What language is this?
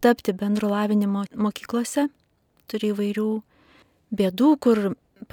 Lithuanian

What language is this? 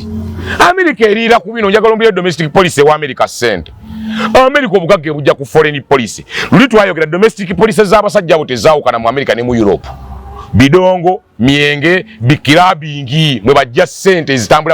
Ganda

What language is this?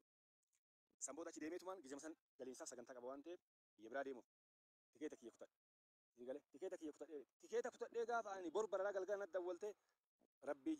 Oromo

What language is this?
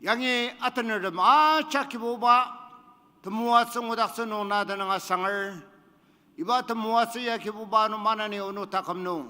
Ao Naga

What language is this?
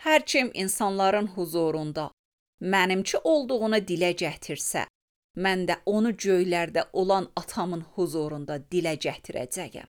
Azerbaijani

